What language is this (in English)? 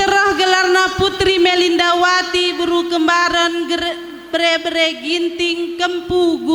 Batak Karo